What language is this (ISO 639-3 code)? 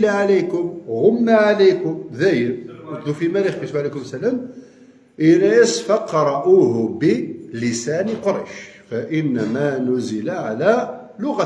kab